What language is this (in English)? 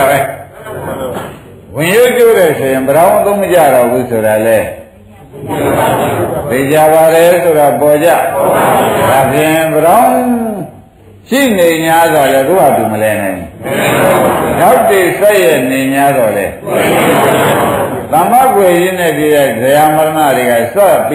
Burmese